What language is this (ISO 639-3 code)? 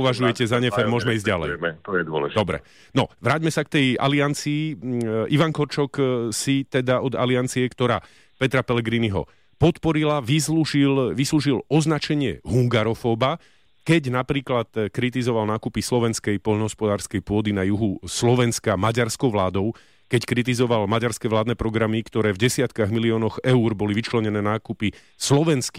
slk